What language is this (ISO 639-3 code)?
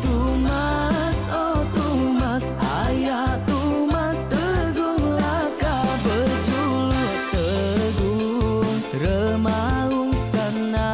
iba